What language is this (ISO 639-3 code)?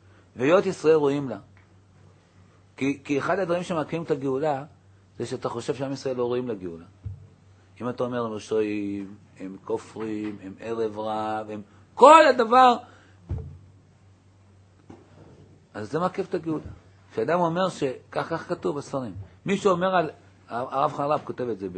heb